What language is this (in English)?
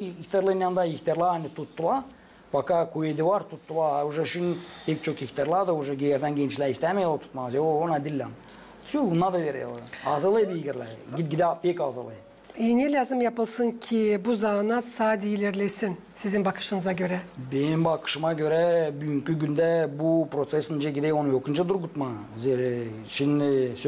Gagauz